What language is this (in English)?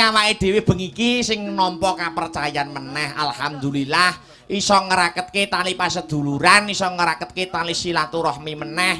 Javanese